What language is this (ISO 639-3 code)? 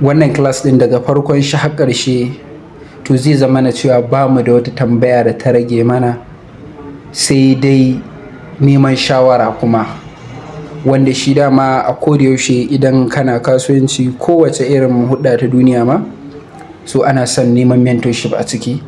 hau